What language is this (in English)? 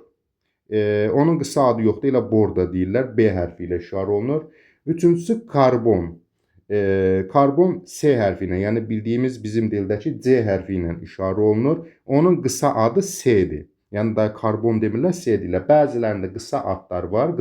Azerbaijani